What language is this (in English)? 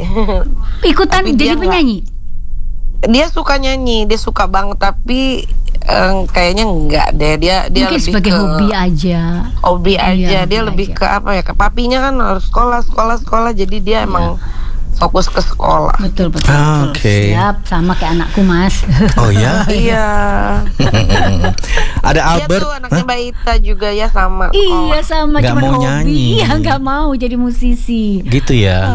Indonesian